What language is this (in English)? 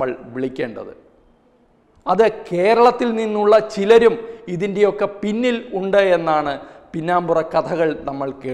Malayalam